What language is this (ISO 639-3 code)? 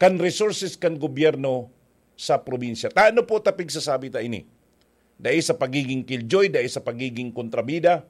bik